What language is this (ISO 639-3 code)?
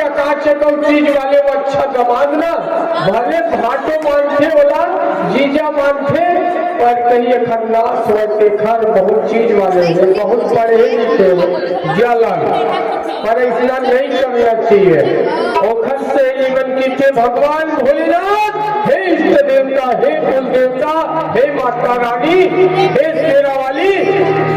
hne